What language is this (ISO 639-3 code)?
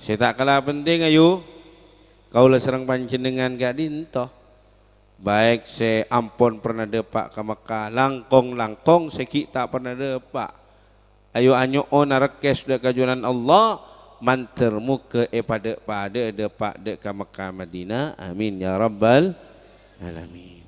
mad